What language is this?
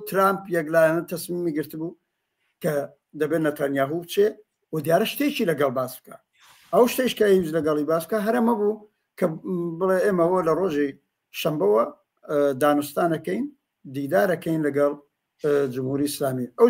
Central Kurdish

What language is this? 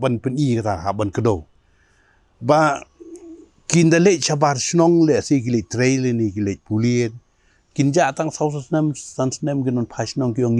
Khasi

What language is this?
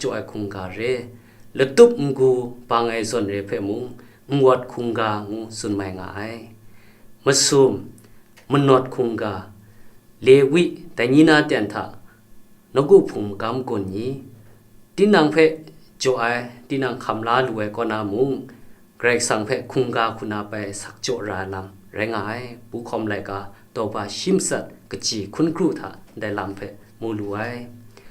Kachin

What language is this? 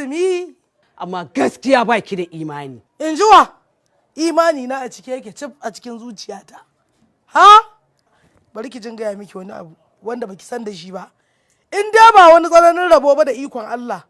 Hausa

